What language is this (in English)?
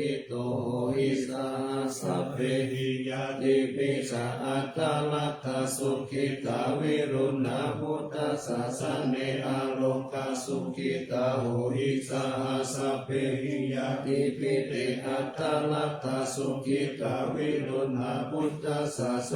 Pali